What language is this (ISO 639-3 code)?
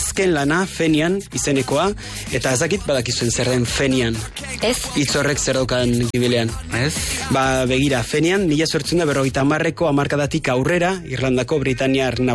eus